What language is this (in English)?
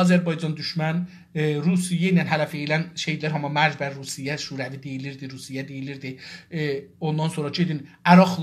South Azerbaijani